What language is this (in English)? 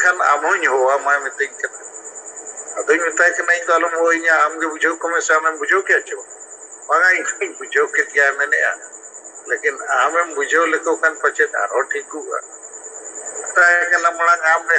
Santali